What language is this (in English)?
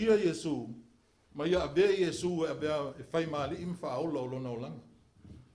Samoan